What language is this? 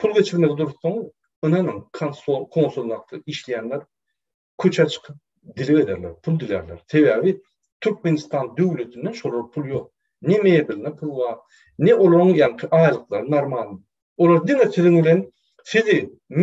Turkmen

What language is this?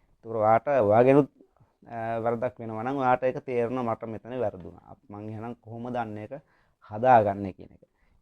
Sinhala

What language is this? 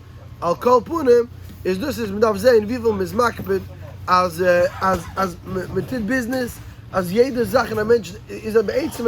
Yiddish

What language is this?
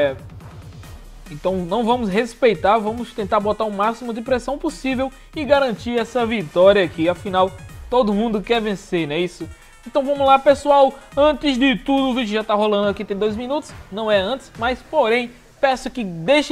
Portuguese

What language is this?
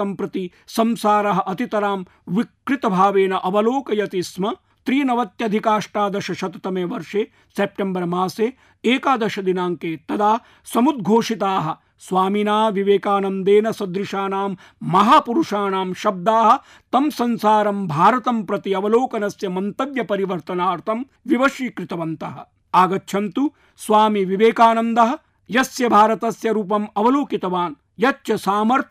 Sanskrit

